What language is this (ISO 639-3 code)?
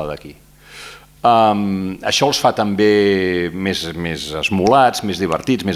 cat